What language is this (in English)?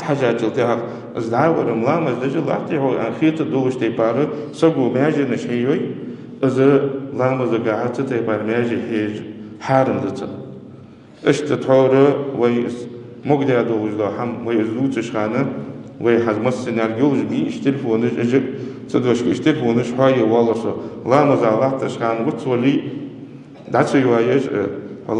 Ingush